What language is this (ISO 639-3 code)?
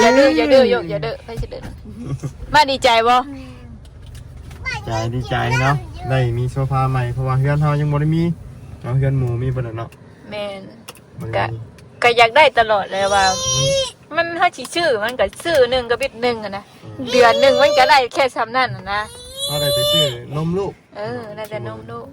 tts